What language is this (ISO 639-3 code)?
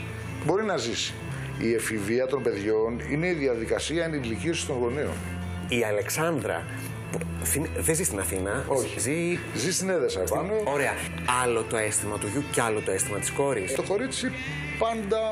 ell